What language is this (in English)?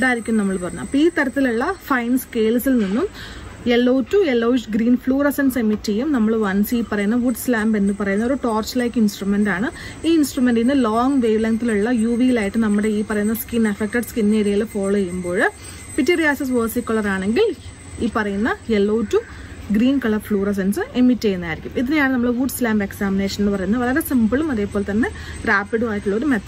Malayalam